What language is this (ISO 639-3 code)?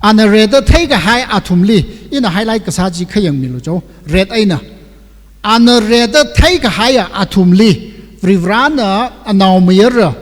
nmf